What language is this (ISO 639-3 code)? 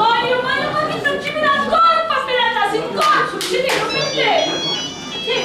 scn